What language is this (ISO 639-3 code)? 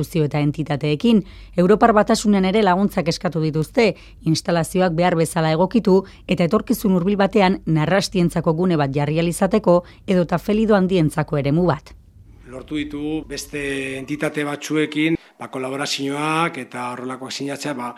eus